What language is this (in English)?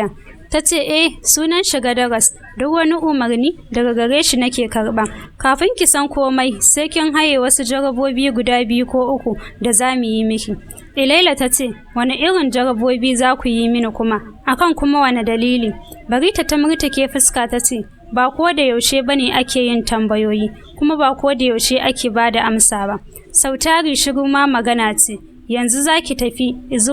Hausa